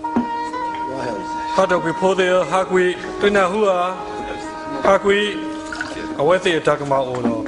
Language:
S'gaw Karen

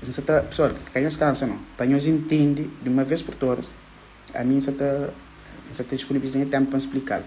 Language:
Kabuverdianu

